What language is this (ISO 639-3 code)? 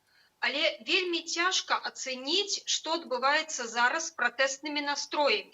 bel